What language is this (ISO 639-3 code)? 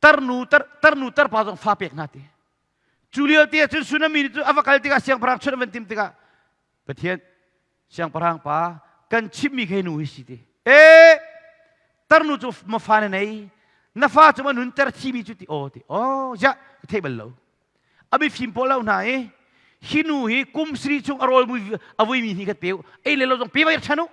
cnh